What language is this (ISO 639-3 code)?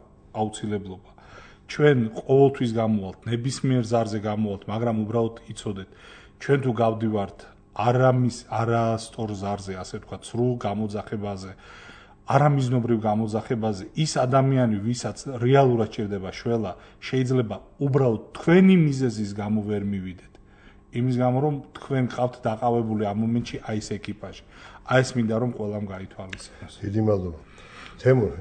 kat